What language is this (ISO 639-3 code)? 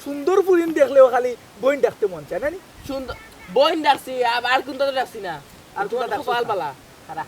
syl